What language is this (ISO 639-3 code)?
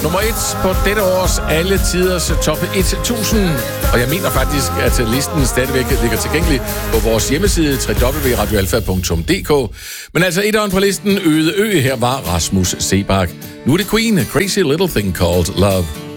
dan